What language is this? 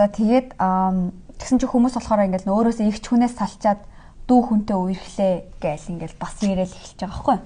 Mongolian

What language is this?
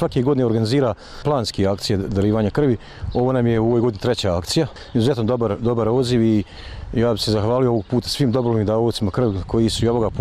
Bosnian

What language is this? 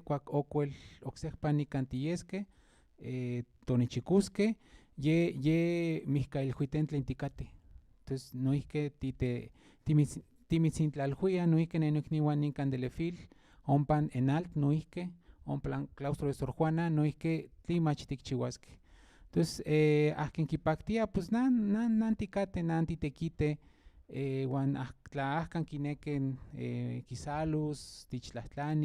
Central Nahuatl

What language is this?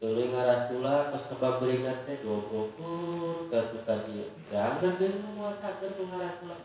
Sundanese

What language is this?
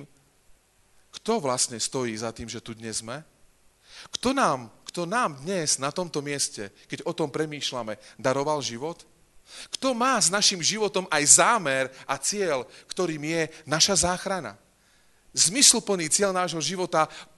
Slovak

